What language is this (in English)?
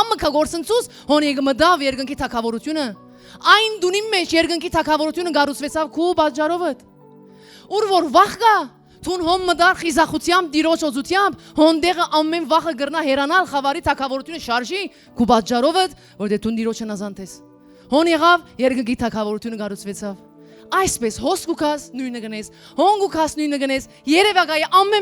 Western Armenian